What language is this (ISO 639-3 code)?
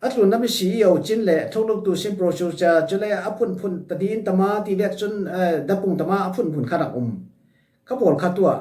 cfm